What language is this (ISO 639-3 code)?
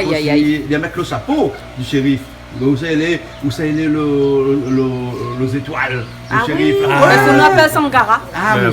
rcf